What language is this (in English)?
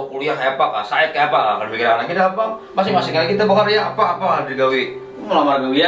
Banjar